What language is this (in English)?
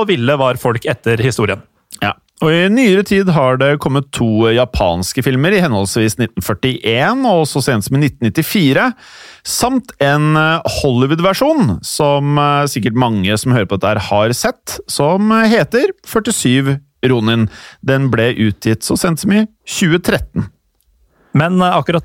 Norwegian